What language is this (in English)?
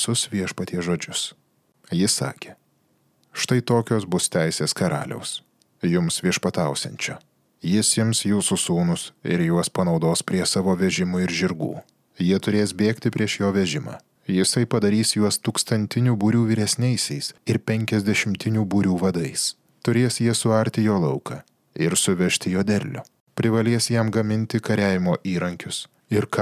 Lithuanian